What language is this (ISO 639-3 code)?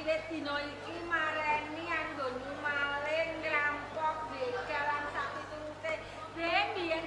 jav